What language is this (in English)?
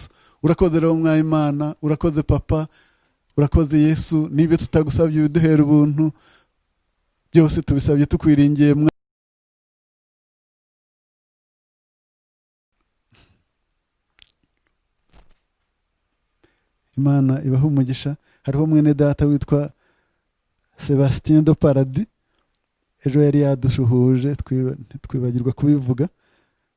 Kinyarwanda